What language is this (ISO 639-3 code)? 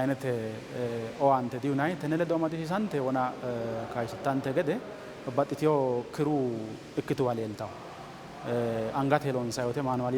sid